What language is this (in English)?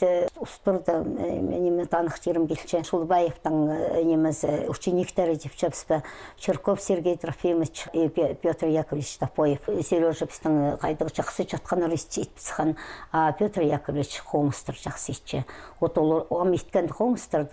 Khakas